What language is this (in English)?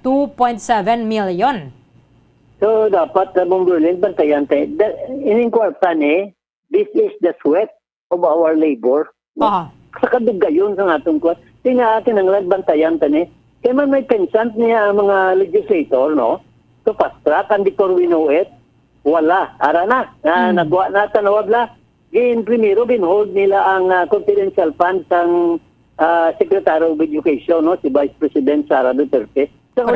Hiligaynon